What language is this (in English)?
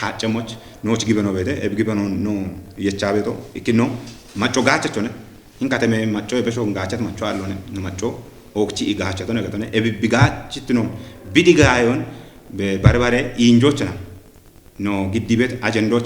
Kafa